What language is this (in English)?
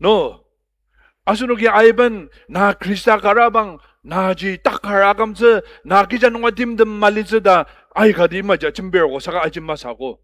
Ao Naga